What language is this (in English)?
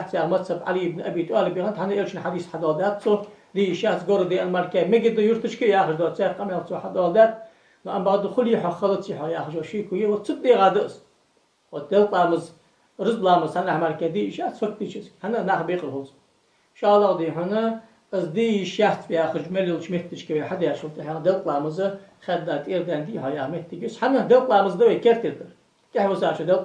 Ingush